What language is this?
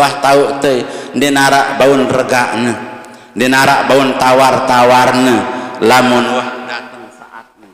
Sasak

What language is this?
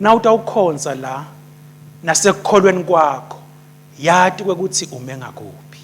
Swati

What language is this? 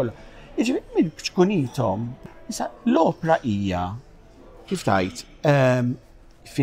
Maltese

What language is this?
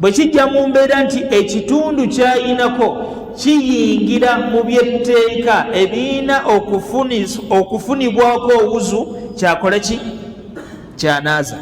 Ganda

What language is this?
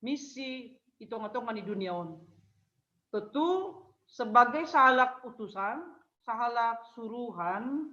Batak Simalungun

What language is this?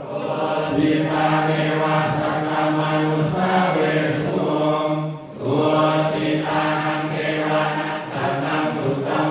Pali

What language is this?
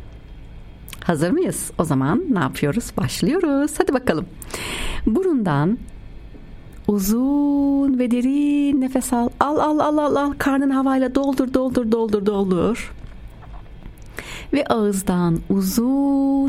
Turkish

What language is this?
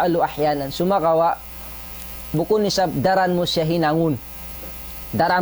Tausug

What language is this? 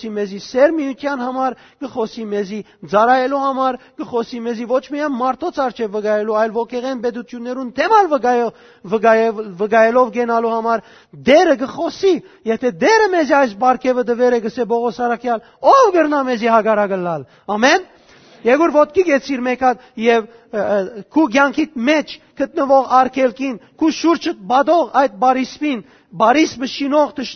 Western Armenian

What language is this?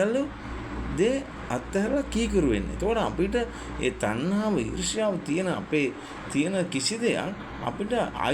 Sinhala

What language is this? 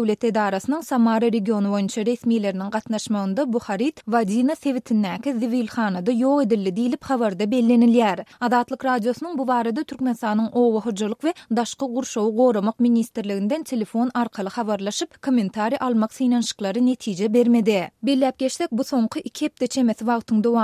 Turkmen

